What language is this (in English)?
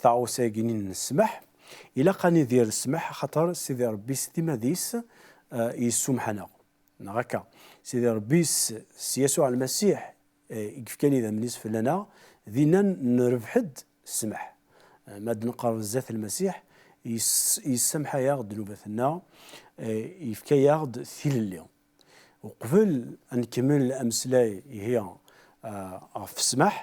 Kabyle